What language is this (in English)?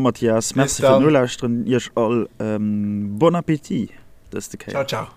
Luxembourgish